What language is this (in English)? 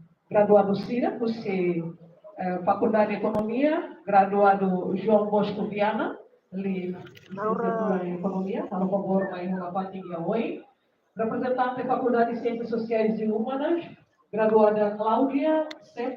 Tetum